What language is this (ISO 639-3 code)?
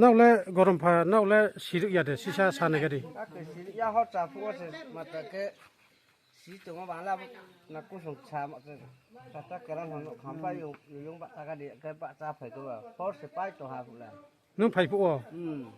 ria